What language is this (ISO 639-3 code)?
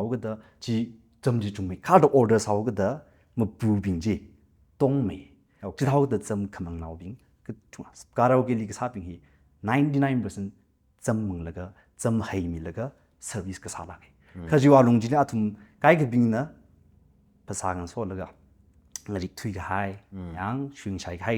nmf